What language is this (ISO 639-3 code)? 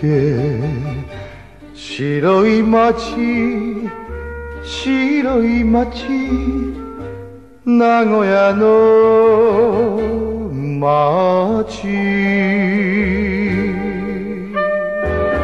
jpn